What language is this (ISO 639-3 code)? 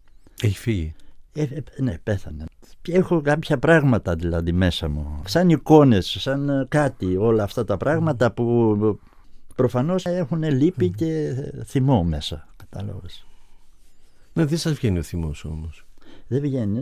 ell